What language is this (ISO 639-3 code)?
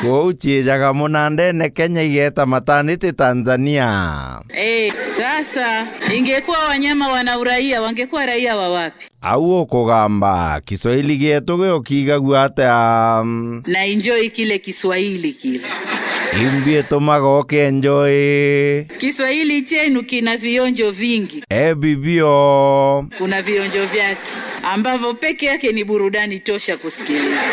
mer